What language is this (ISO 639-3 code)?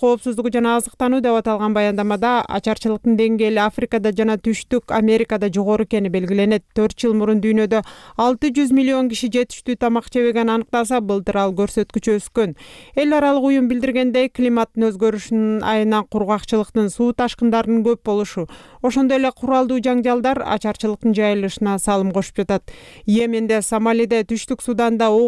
kir